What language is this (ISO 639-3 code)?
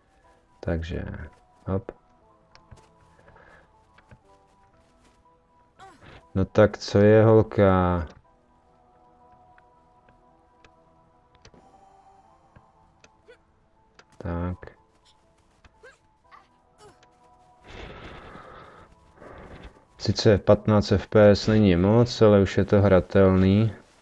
ces